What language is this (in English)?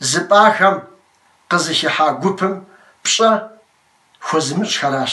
Kabardian